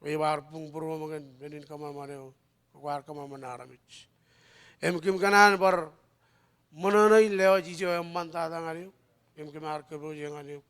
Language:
Marshallese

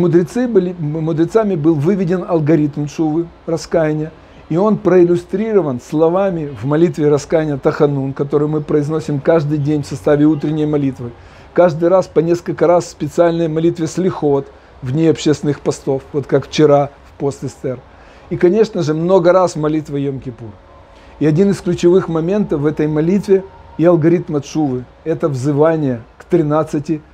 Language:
Russian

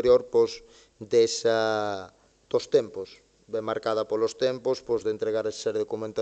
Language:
Galician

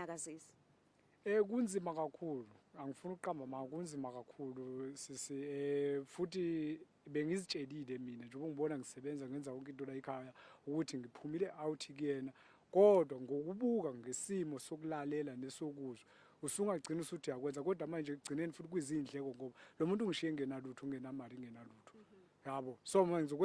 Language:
Zulu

